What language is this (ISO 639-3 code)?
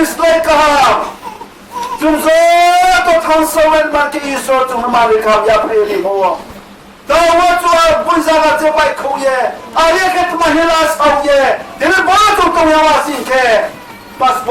ria